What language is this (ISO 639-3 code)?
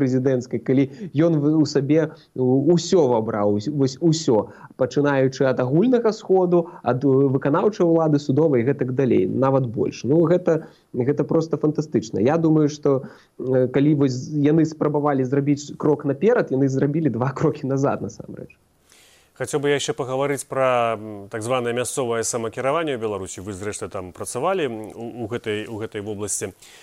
bel